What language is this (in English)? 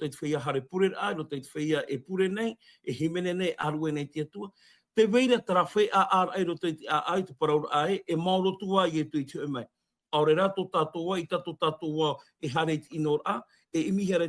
Tahitian